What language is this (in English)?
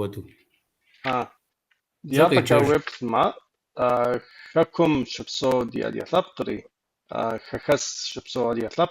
Kabardian